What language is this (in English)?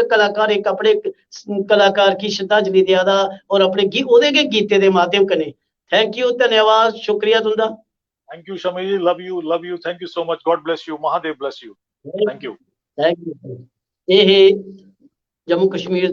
Dogri